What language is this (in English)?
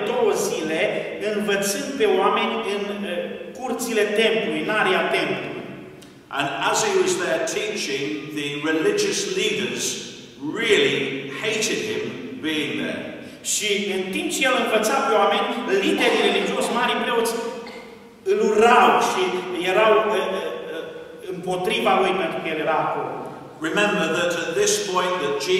Romanian